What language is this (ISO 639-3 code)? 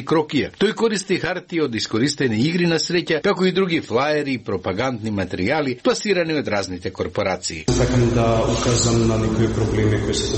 mkd